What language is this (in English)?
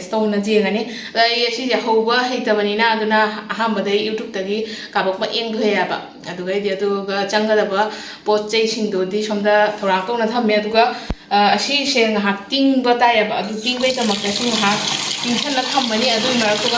Manipuri